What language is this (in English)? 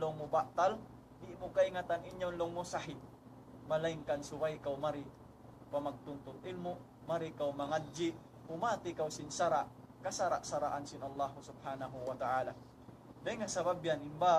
Tausug